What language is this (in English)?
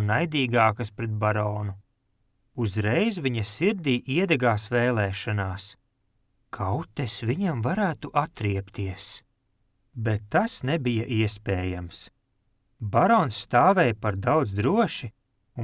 Latvian